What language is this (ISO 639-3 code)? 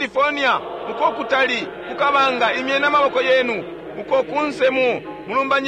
bem